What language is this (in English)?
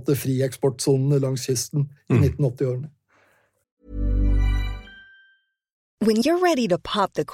Norwegian